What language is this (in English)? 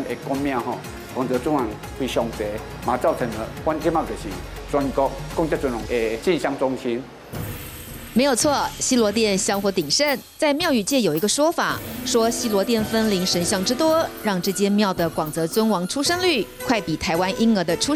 Chinese